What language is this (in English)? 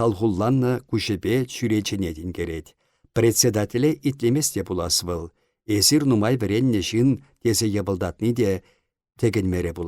Chuvash